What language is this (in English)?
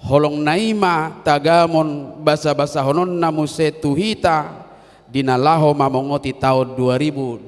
Batak Toba